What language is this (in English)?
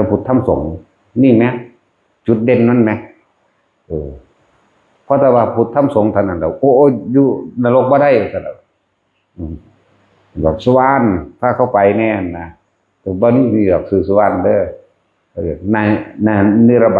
Northeastern Thai